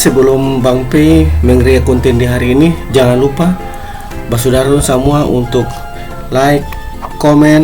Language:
Ambonese Malay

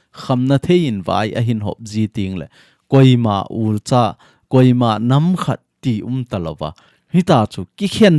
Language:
Thado Chin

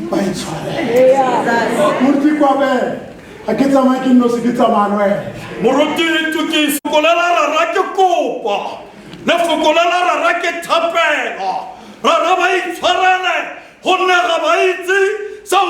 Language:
Tswana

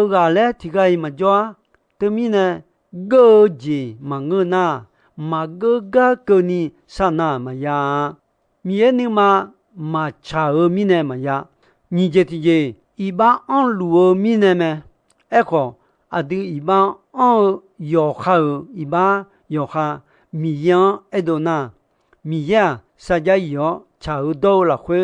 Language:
Akha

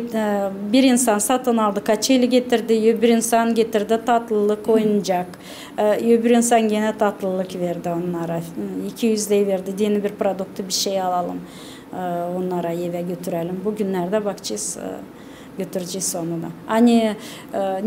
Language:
Gagauz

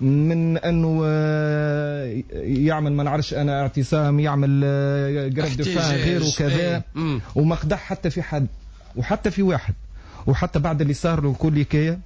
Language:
Tunisian Arabic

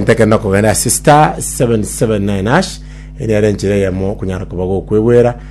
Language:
Gusii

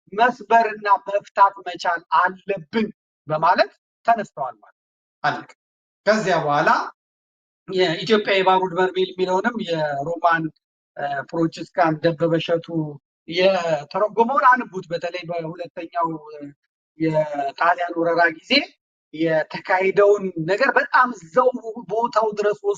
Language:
Amharic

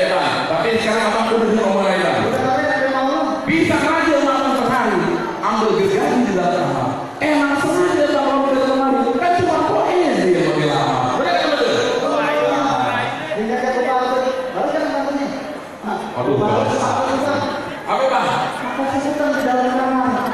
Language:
Betawi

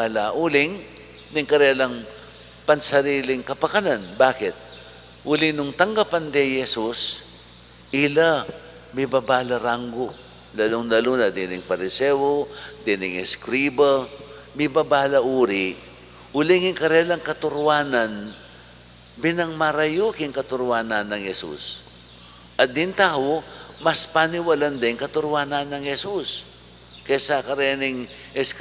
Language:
Pampanga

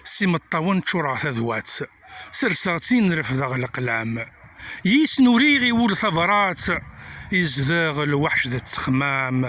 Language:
Kabyle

